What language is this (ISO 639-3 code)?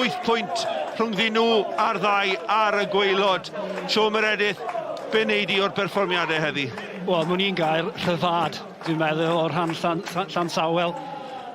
cym